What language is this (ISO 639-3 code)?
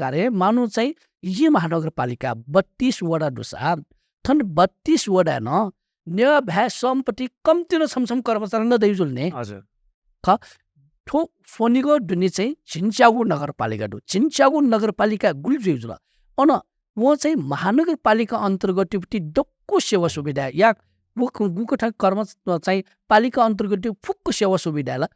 new